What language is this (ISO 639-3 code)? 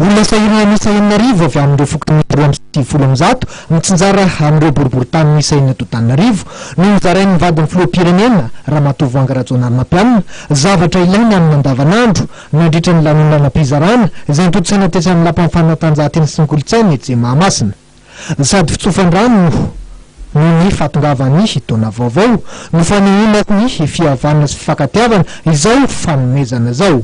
mlg